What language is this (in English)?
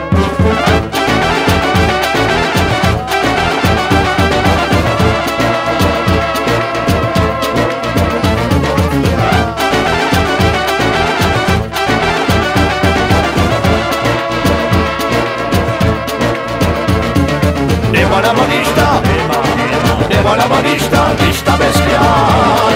Serbian